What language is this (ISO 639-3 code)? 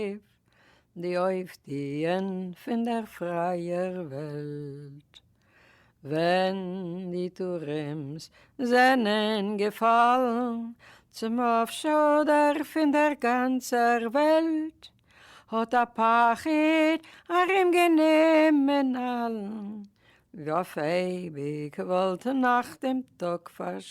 yid